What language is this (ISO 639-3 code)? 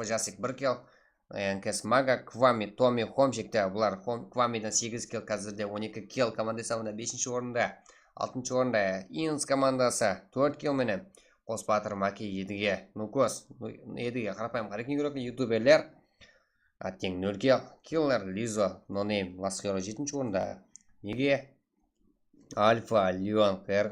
kaa